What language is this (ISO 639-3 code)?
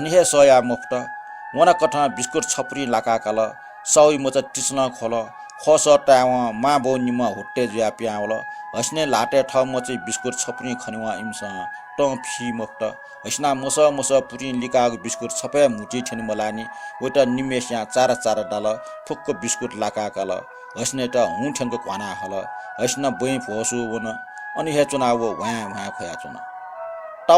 new